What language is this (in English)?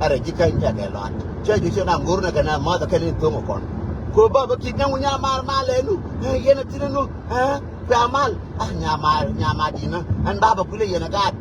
Nuer